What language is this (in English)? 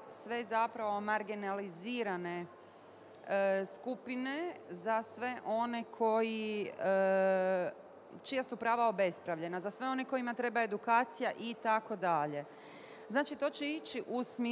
Bosnian